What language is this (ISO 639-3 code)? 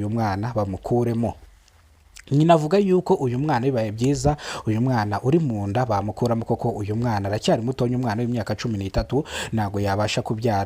kin